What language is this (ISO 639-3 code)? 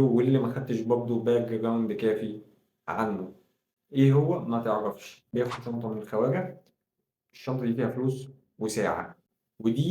arz